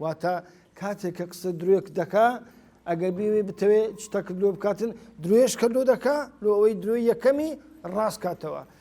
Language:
Central Kurdish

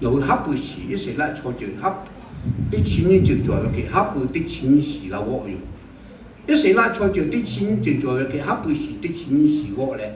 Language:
Lahu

